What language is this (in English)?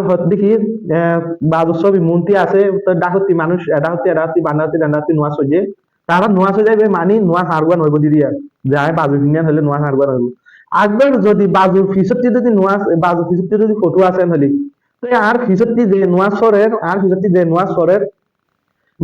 Rohingya